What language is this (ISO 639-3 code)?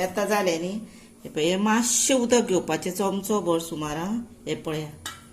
kok